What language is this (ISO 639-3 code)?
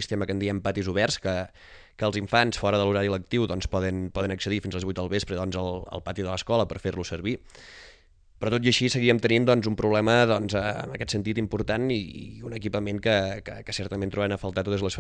cat